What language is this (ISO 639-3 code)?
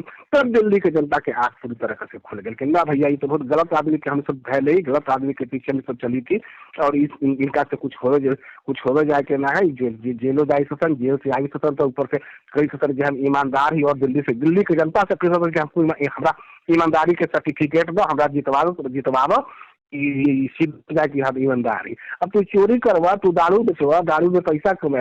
mag